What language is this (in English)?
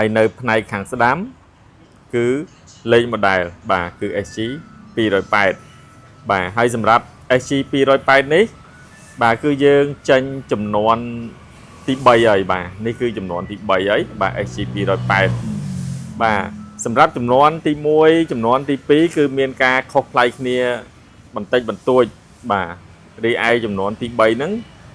Khmer